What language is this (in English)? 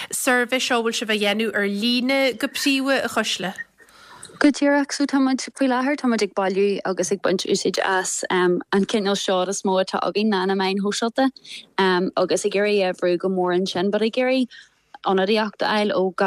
Irish